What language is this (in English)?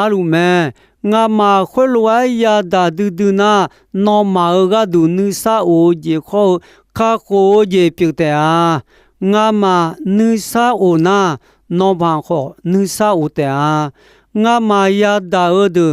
Akha